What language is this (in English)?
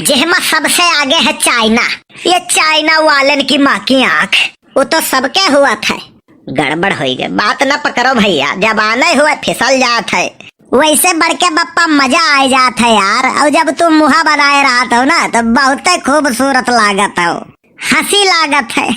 Awadhi